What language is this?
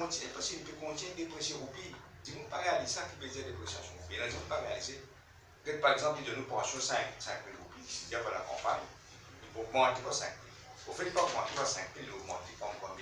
Morisyen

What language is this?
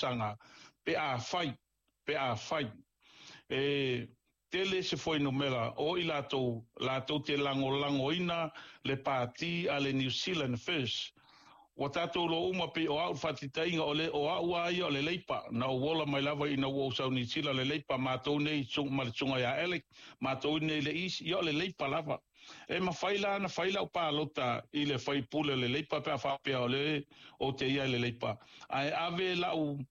Samoan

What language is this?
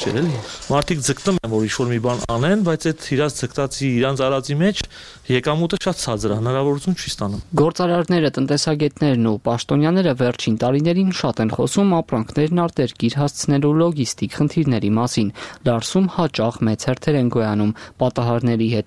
Armenian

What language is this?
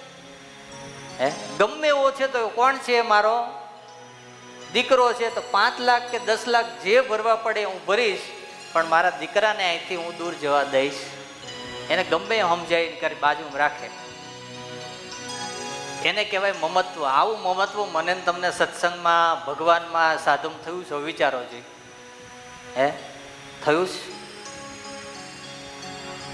Gujarati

